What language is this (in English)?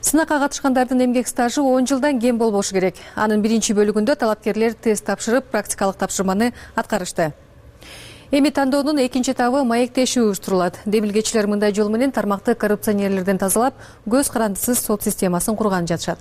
Kyrgyz